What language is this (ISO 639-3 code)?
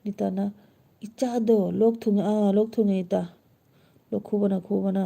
mni